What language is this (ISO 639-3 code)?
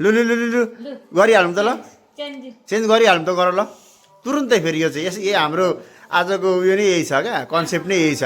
nep